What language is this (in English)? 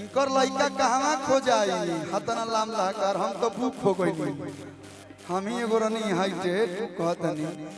Magahi